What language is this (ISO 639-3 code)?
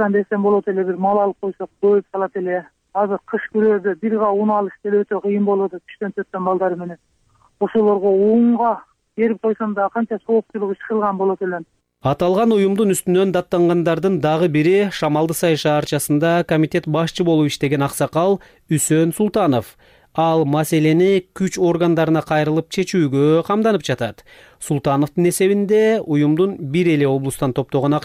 kir